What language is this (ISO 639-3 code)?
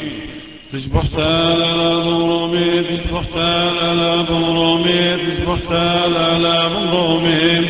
syc